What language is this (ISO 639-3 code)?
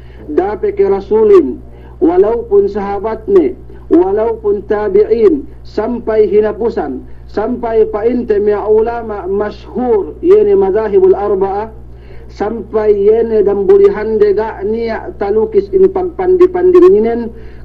yka